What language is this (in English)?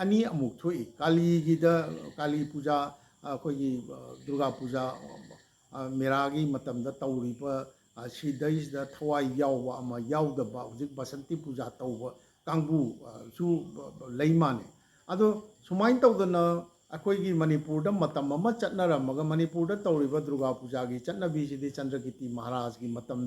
Manipuri